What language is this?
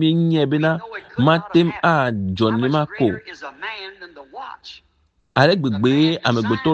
Ewe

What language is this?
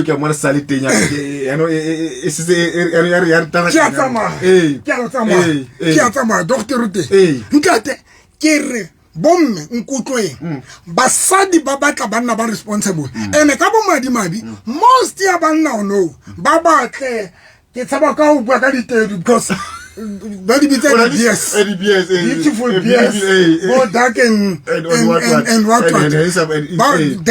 Southern Sotho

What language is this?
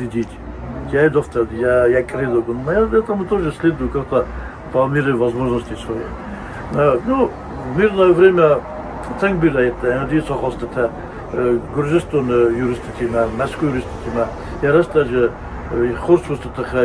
Ossetic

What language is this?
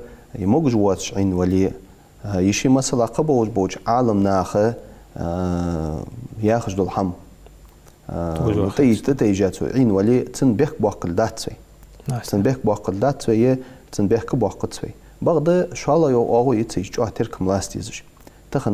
Ingush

